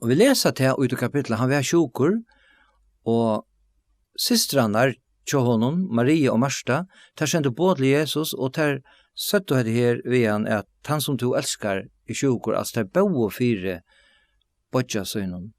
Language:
Faroese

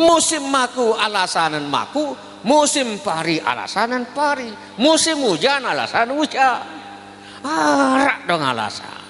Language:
Sasak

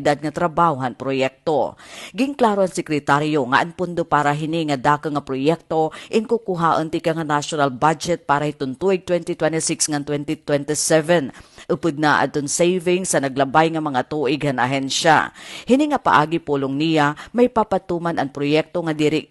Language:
Waray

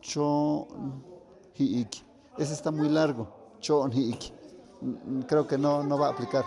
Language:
Tlahuitoltepec Mixe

